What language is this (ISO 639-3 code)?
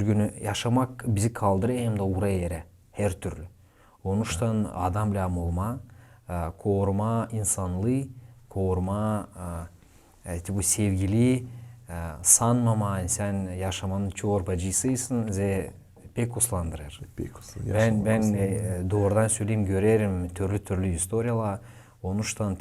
gag